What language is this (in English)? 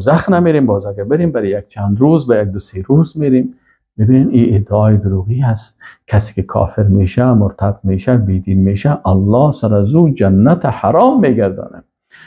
Persian